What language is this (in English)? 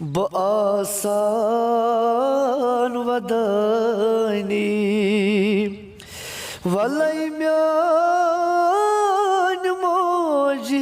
Kashmiri